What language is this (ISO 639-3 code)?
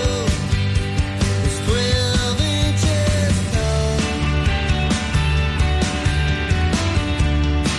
eng